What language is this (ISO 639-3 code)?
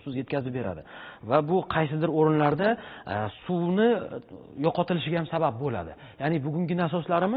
uzb